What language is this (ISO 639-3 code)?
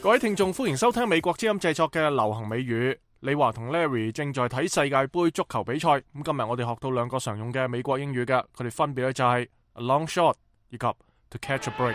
yue